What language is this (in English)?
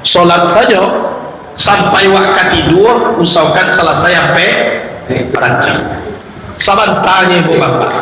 Minangkabau